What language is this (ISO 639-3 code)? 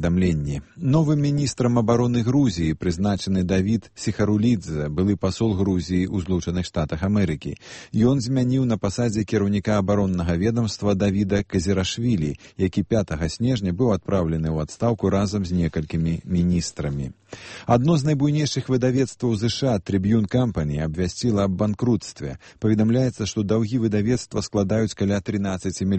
bel